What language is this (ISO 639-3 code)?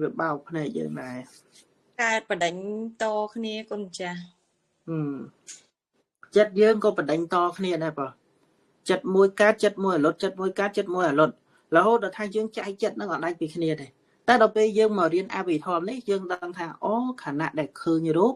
khm